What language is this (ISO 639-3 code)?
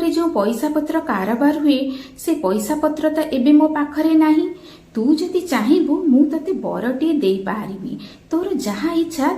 ori